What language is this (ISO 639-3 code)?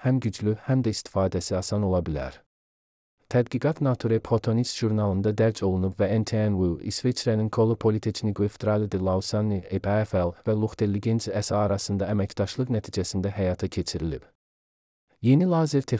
aze